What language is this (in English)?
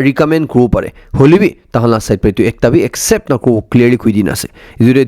Naga Pidgin